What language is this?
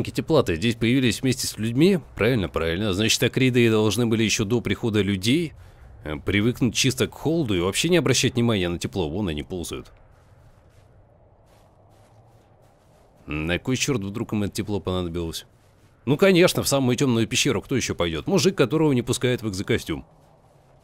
Russian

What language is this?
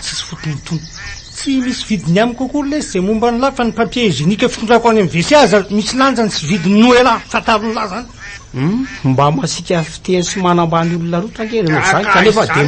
Malagasy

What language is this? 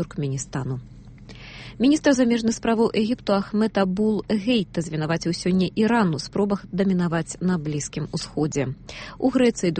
Belarusian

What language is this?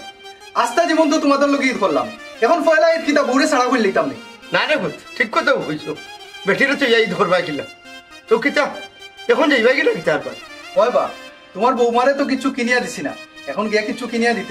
Sylheti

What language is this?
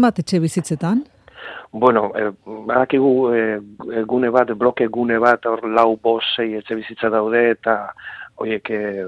Basque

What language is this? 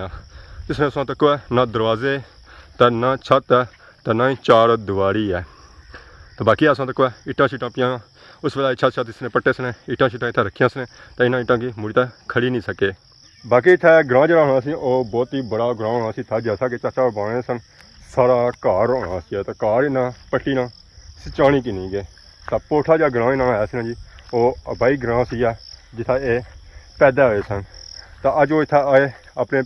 Pahari-Potwari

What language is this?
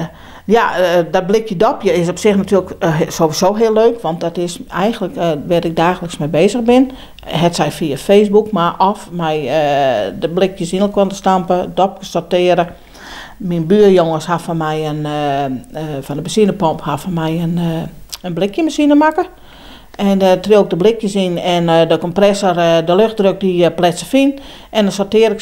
Western Frisian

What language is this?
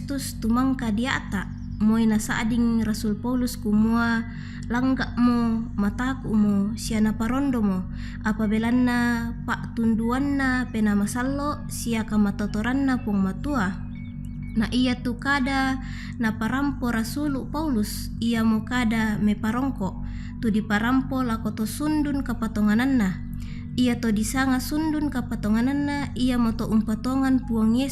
Toraja-Sa'dan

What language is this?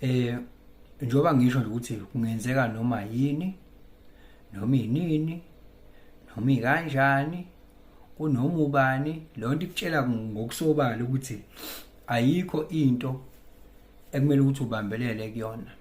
Zulu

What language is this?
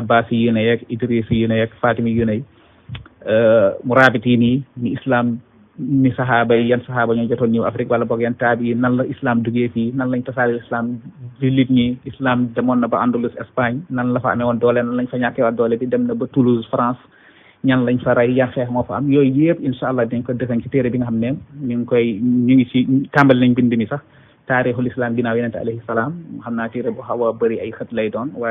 Wolof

